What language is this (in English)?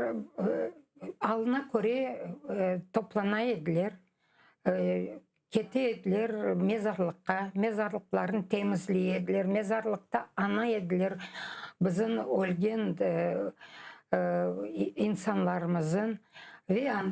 Crimean Tatar